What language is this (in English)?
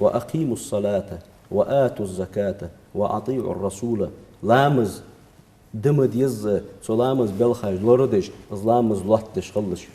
Ingush